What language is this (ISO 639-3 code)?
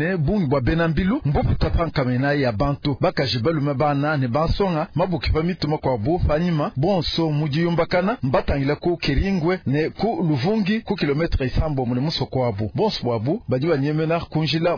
lua